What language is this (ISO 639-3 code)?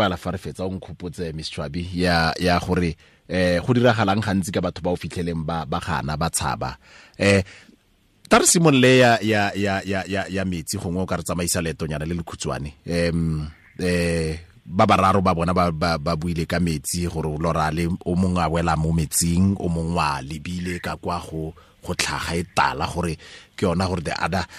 tsn